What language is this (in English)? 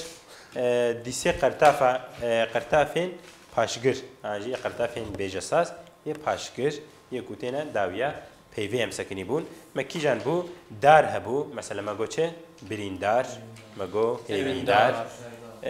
Kurdish